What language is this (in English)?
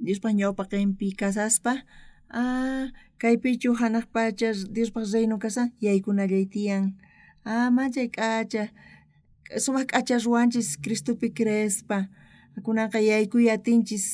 South Bolivian Quechua